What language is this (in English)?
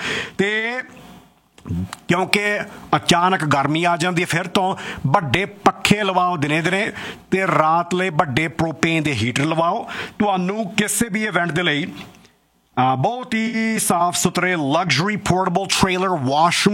Punjabi